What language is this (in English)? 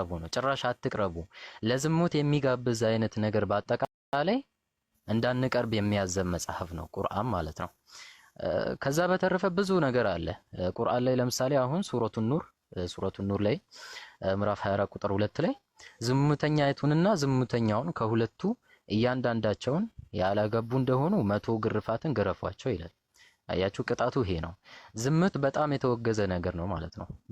Amharic